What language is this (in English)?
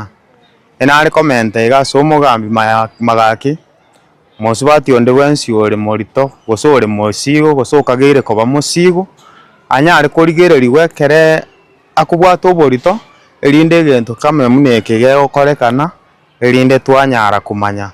Gusii